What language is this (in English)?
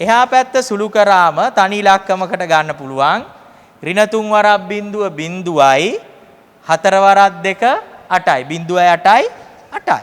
Sinhala